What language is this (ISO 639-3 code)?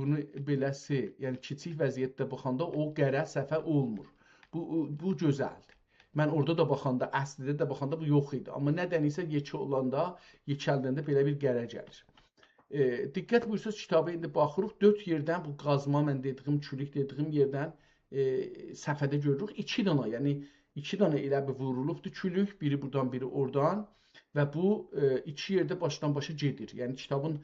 azb